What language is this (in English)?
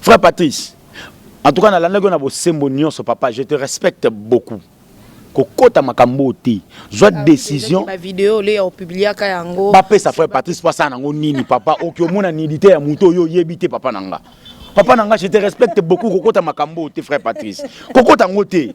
Lingala